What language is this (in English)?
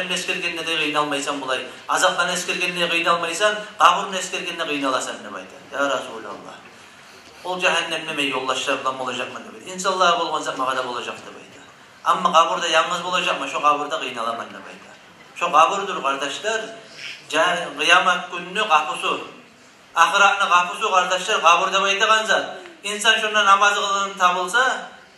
Kumyk